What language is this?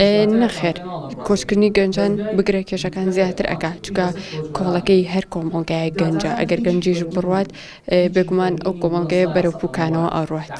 Central Kurdish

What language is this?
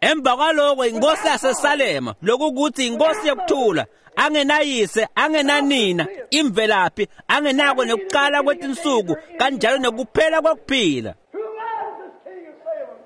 Swati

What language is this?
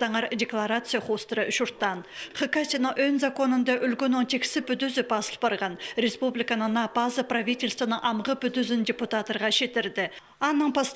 Khakas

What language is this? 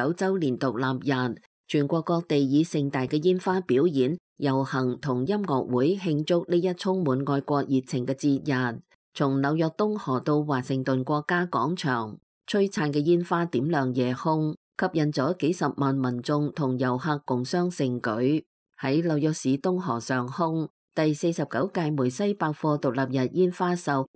Cantonese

